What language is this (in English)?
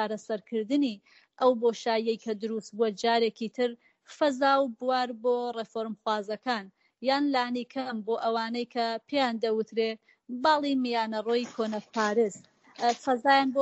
Central Kurdish